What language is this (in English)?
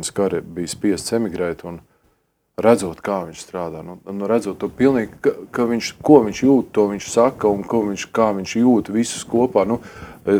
Latvian